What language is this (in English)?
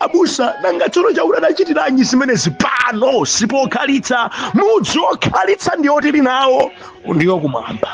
Nyanja